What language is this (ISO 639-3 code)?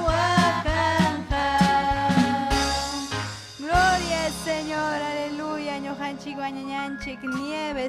quy